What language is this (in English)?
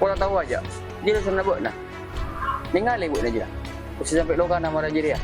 Madurese